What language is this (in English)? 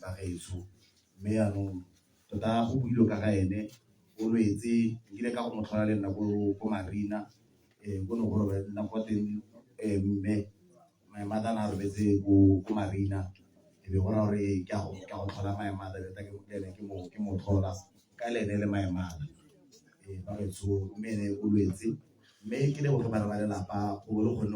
Tswana